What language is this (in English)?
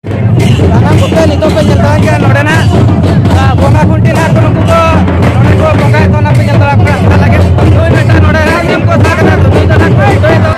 Santali